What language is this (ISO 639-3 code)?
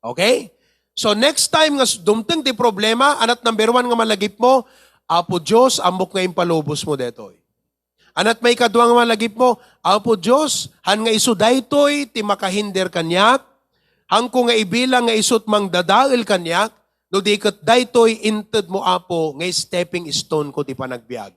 ilo